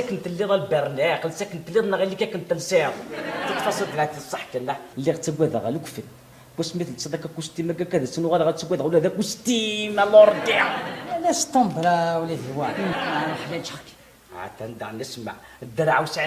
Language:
Kabyle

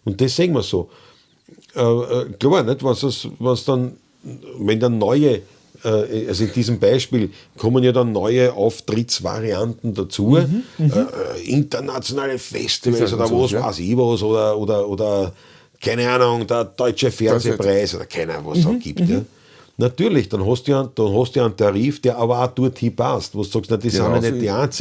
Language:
Bavarian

